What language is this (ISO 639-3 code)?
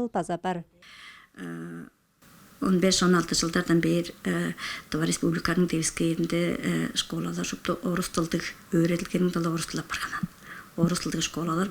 tyv